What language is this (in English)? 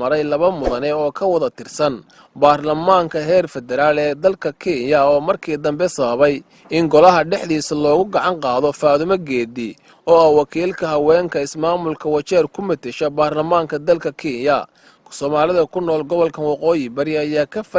Somali